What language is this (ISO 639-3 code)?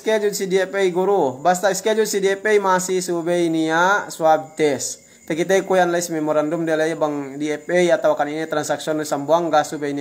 yka